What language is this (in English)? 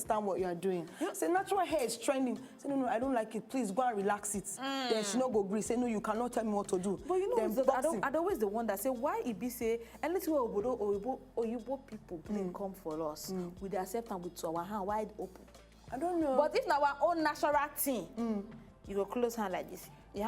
Nigerian Pidgin